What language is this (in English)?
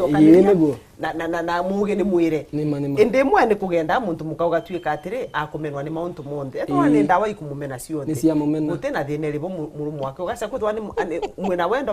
Meru